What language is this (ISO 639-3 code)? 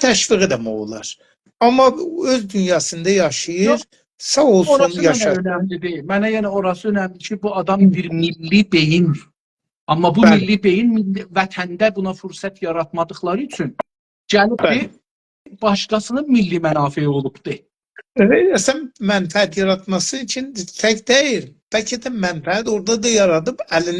azb